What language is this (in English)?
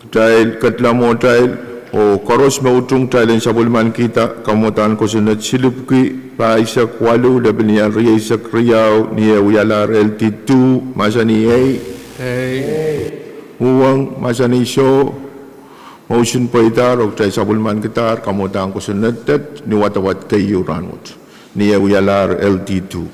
Pohnpeian